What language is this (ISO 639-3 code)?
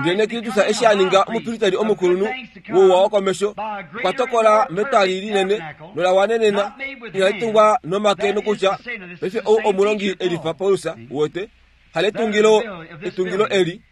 kua